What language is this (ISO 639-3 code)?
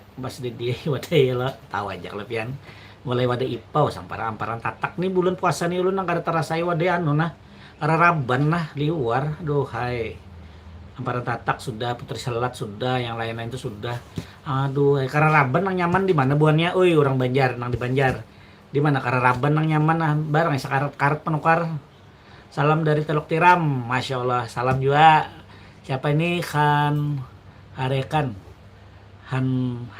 bjn